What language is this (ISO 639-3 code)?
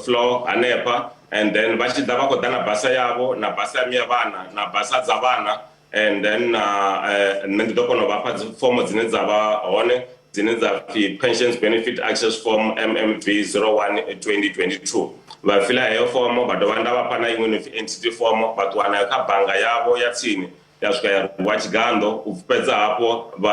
ven